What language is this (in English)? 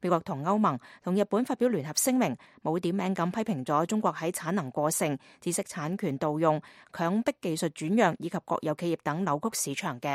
Cantonese